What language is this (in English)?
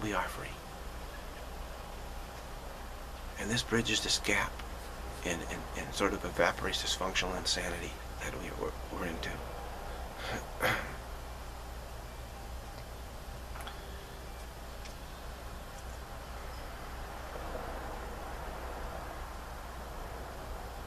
English